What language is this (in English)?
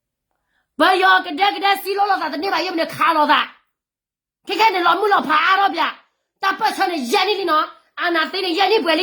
S'gaw Karen